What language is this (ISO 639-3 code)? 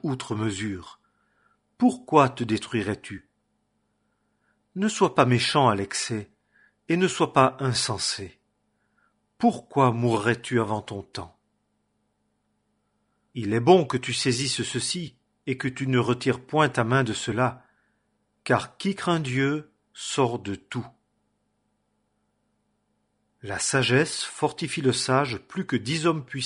fra